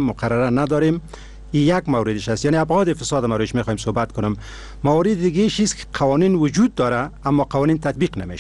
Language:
Persian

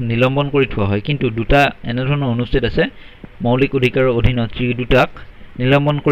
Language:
Assamese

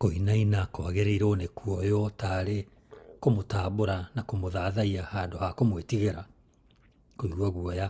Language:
Kikuyu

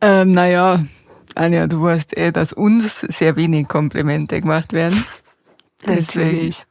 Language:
Bavarian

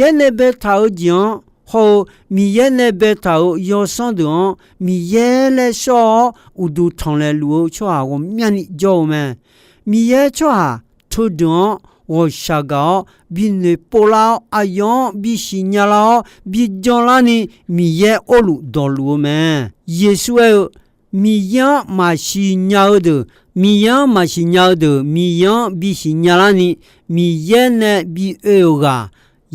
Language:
Akha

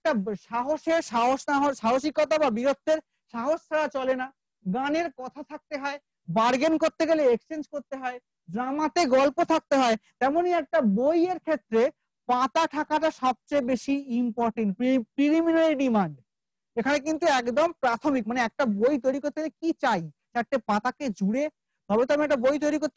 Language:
Bangla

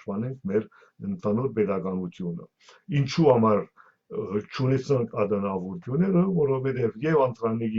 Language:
Western Armenian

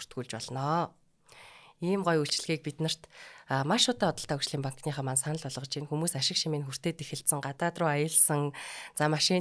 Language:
Mongolian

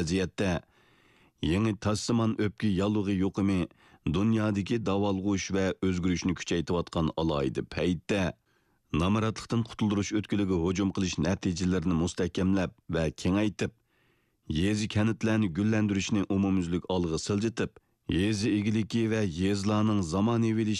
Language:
Uyghur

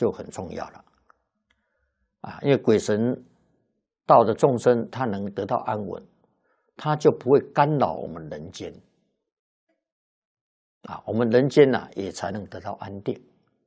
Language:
Chinese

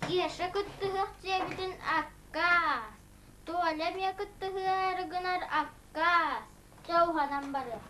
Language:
Yakut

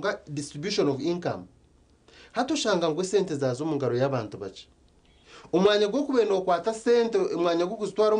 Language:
Nyankole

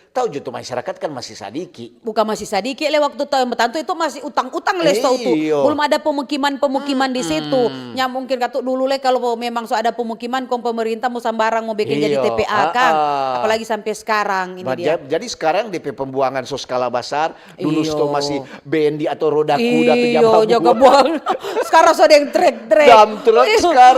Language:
Manado Malay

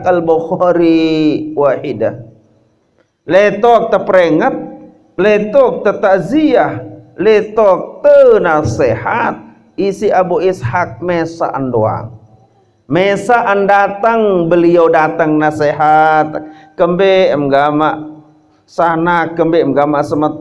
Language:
Sasak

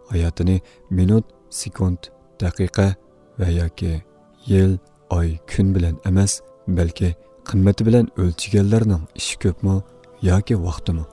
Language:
Uyghur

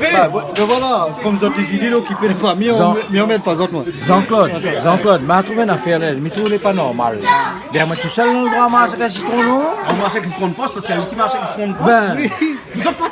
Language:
Réunion Creole French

